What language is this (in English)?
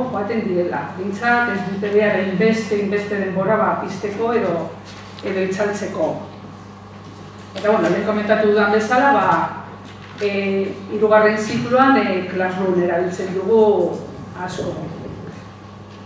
Basque